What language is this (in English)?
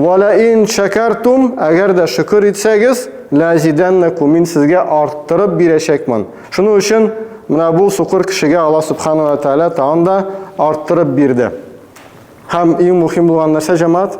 Tatar